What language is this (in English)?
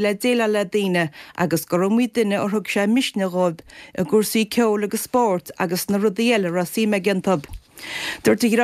Irish